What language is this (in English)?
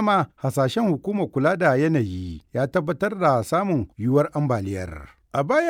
Hausa